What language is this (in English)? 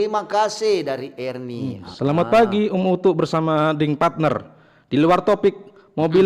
Manado Malay